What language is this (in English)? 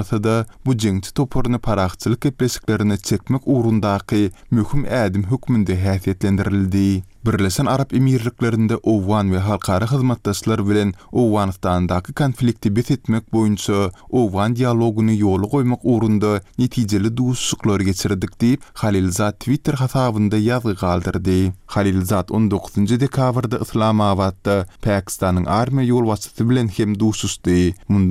Turkmen